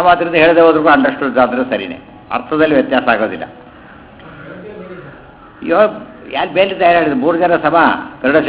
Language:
Kannada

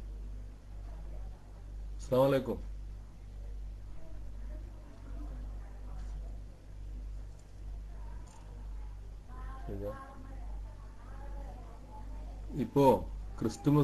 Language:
Malayalam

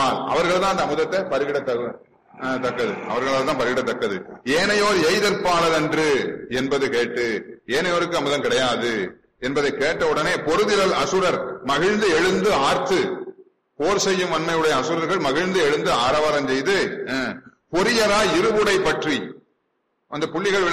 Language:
Tamil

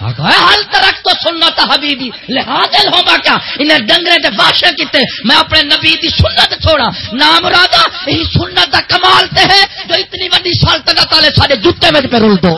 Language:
Saraiki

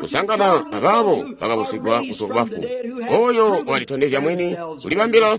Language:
Tonga (Zambia)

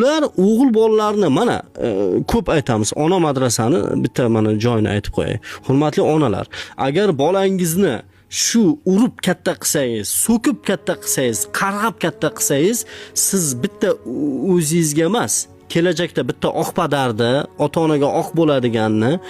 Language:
Uzbek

